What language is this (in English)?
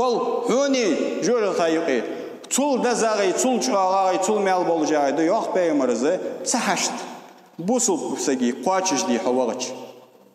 Ingush